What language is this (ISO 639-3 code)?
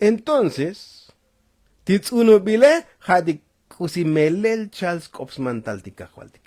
tzo